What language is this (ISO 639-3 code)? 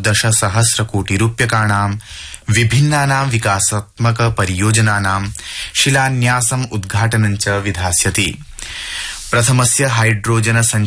san